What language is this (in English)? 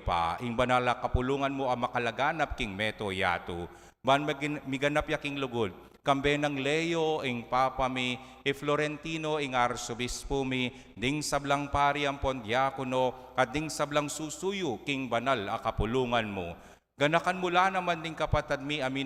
Pampanga